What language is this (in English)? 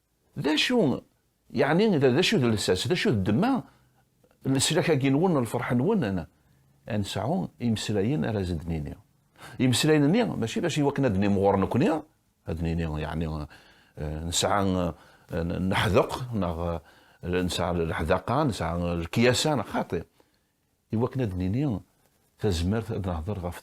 Kabyle